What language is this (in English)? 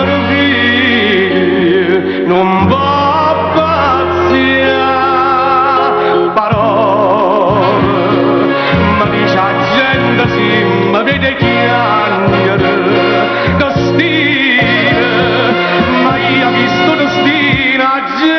Neapolitan